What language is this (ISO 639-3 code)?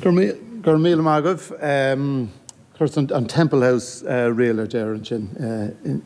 gle